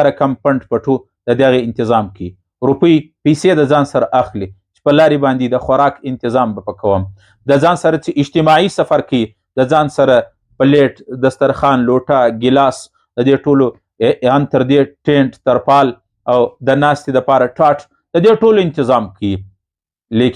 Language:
Pashto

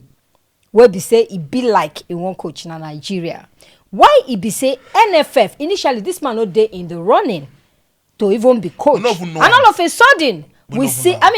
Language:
Nigerian Pidgin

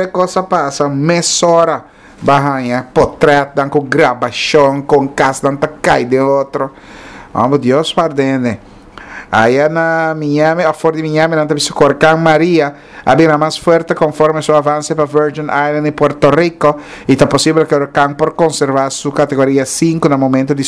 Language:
Papiamento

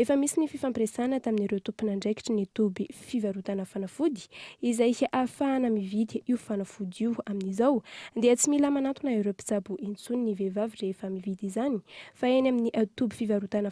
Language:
Malagasy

